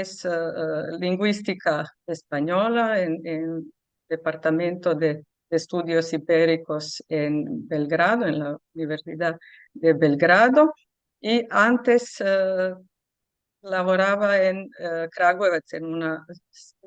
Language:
Ladino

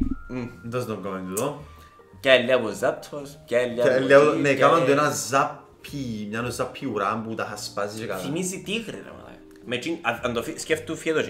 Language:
Greek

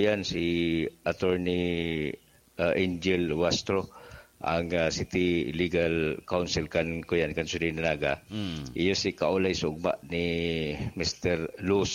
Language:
Bikol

